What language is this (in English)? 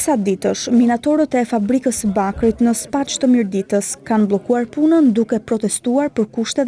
Albanian